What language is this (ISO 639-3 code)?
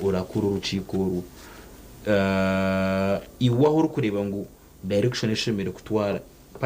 nyn